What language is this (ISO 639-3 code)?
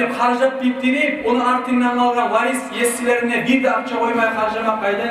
kum